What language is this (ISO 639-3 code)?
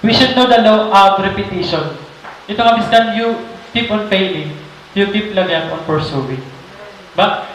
war